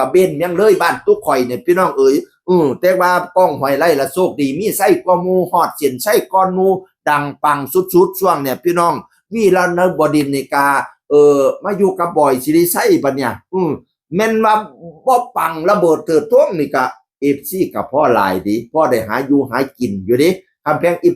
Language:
Northeastern Thai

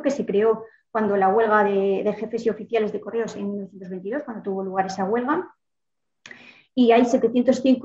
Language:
Spanish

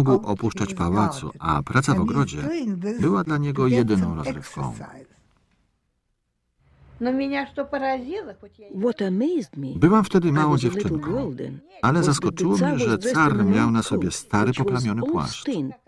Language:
Polish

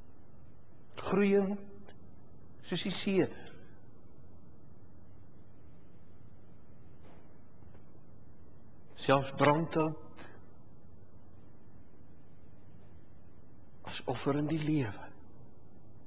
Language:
Afrikaans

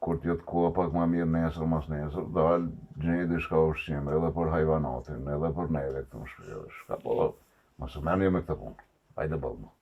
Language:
Albanian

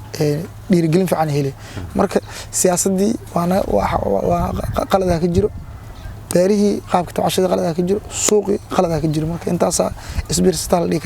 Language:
Somali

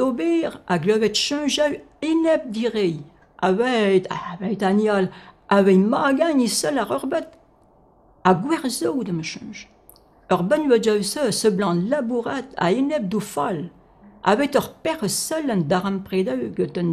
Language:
Breton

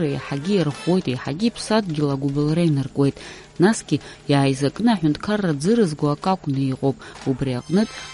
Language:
Abkhazian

